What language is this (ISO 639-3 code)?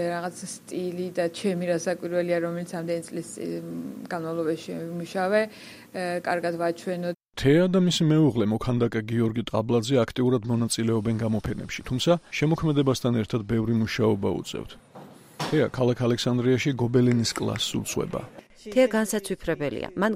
kat